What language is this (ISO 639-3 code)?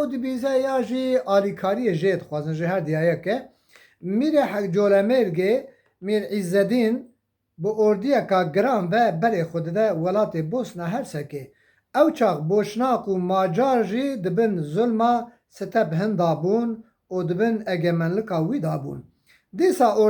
kur